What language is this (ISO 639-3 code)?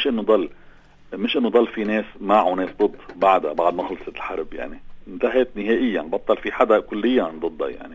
apc